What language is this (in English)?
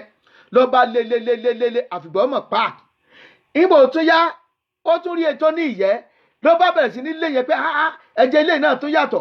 Yoruba